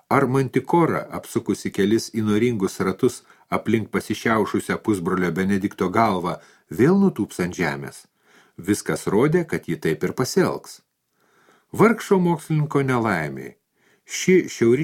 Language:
Lithuanian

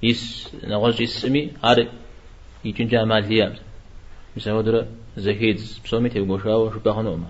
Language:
Kabardian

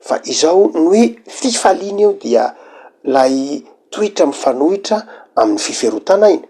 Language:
Malagasy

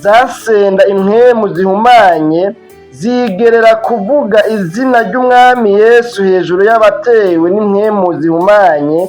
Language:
Rundi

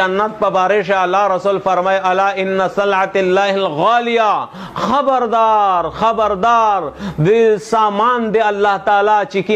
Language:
Pashto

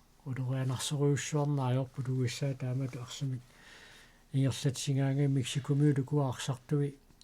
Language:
Kalaallisut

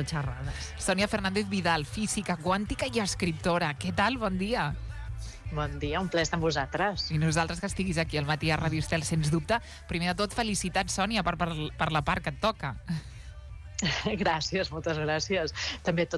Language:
Catalan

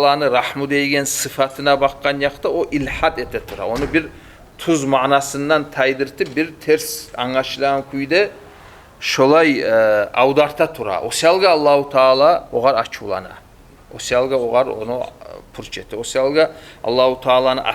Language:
Kumyk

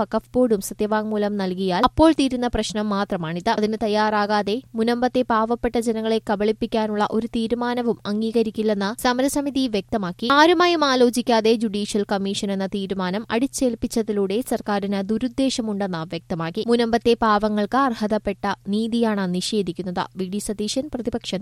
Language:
Malayalam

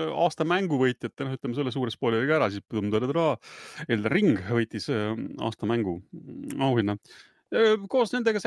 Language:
Estonian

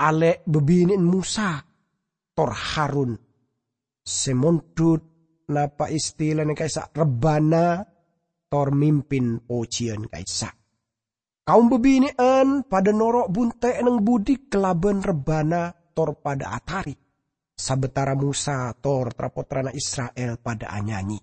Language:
Madurese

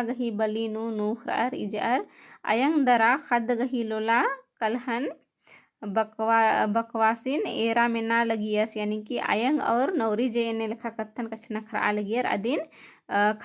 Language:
Kurukh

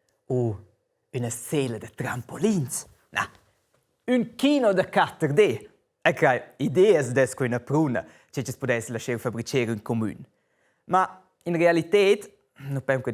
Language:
Romansh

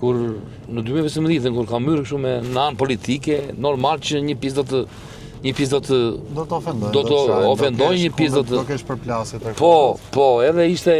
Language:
Albanian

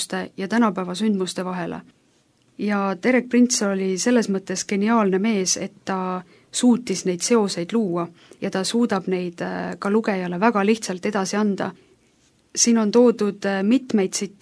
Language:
Estonian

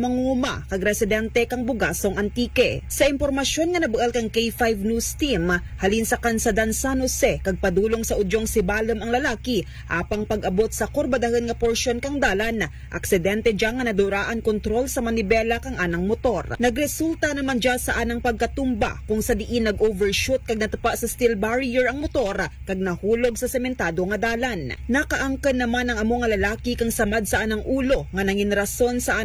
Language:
Aklanon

